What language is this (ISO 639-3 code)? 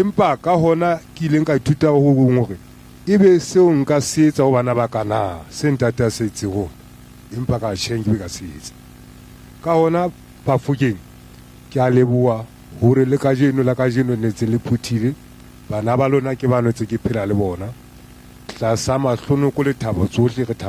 sot